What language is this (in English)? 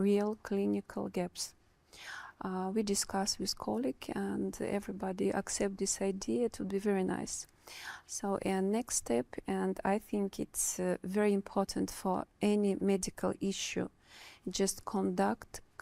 Divehi